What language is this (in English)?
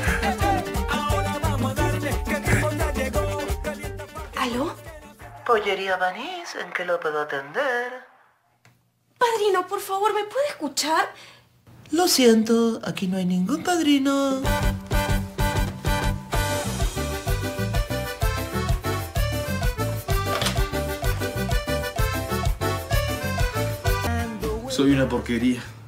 Spanish